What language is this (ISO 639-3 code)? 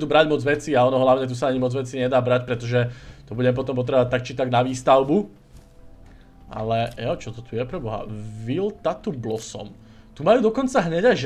slk